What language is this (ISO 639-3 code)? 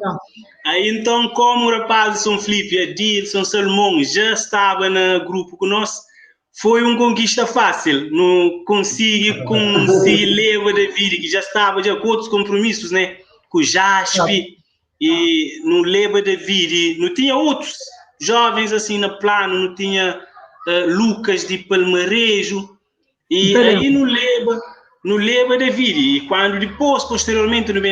kea